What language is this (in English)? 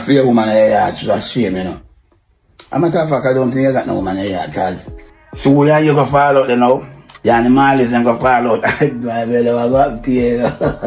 Jamaican Creole English